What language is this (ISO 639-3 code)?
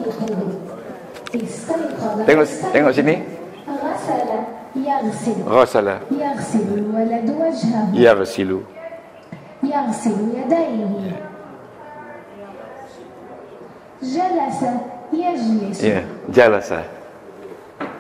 msa